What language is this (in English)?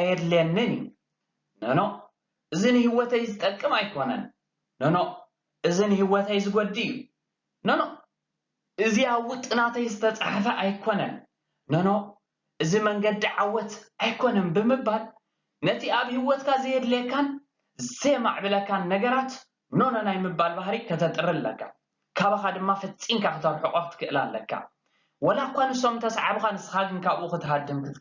Tigrinya